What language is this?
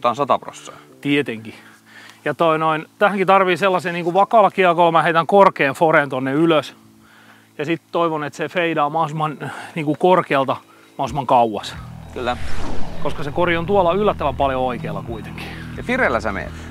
Finnish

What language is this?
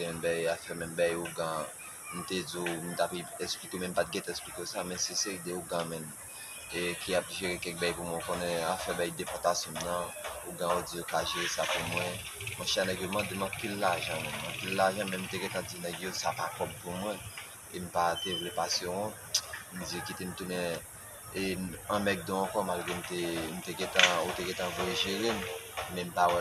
Haitian Creole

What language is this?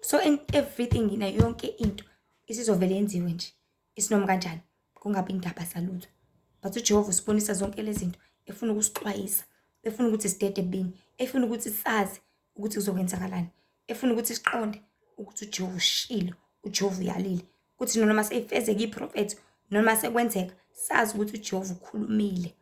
Zulu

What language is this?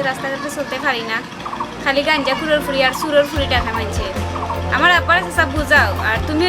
Sylheti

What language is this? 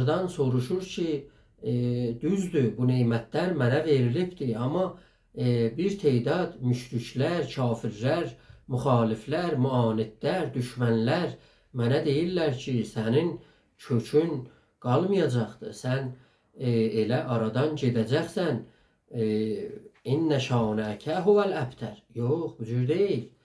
South Azerbaijani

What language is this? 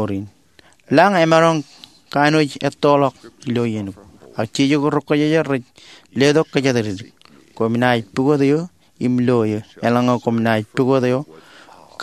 Marshallese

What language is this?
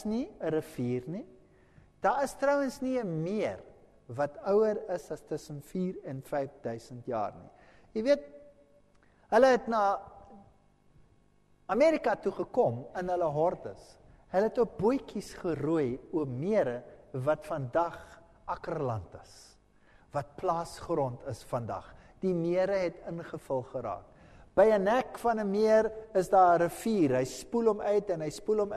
Afrikaans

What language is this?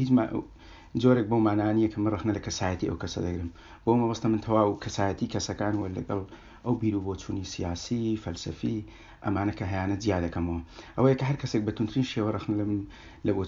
Central Kurdish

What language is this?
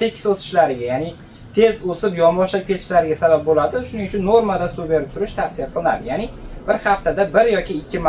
Uzbek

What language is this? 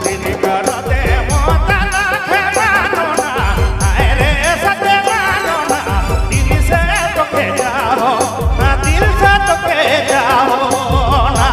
Sadri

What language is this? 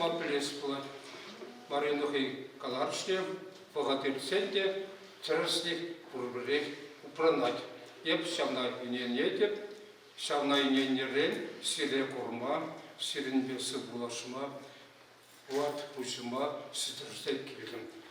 Chuvash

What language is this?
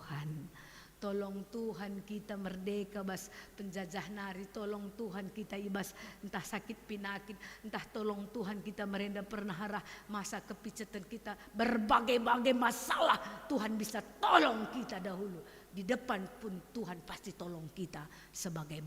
Batak Karo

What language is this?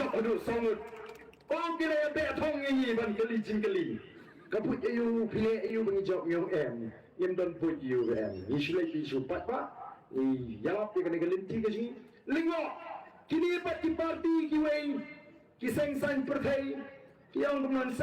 Khasi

